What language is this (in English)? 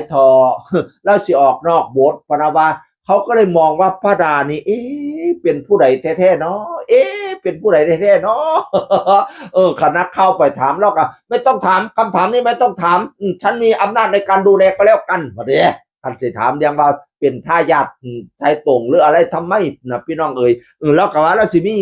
Northeastern Thai